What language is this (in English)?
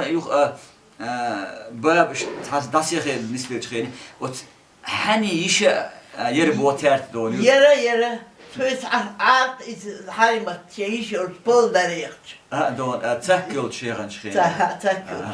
Chechen